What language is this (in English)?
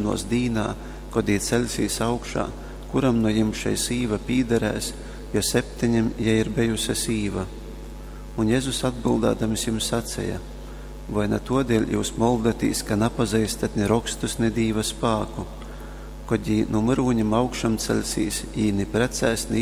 Latgalian